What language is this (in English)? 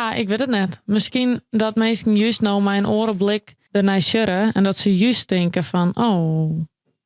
Western Frisian